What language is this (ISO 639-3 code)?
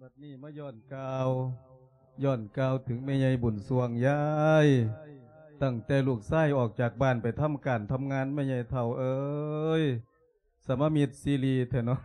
lao